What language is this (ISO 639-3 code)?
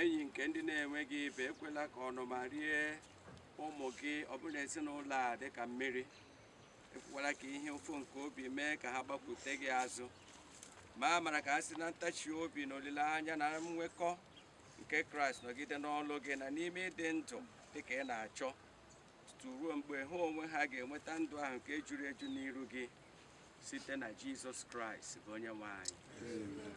ibo